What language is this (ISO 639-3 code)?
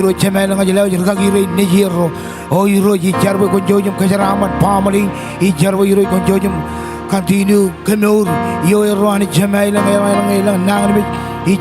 mah